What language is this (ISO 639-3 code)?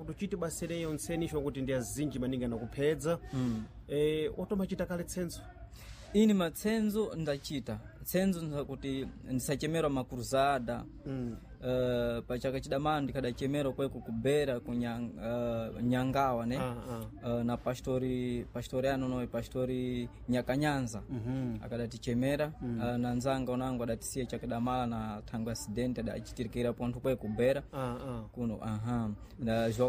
seh